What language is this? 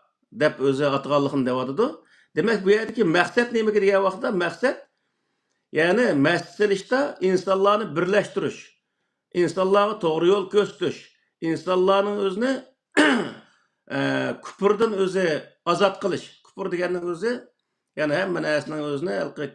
Uyghur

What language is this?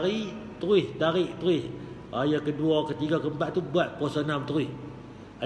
Malay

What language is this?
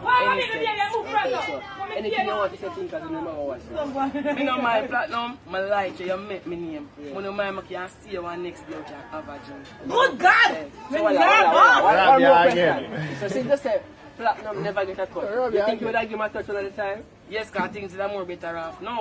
Jamaican Creole English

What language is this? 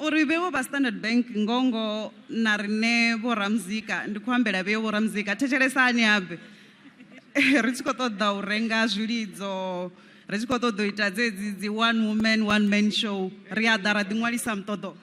Venda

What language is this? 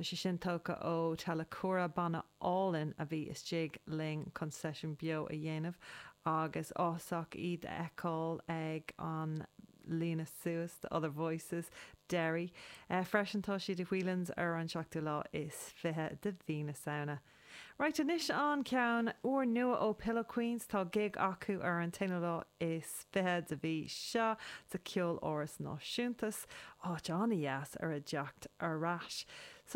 Irish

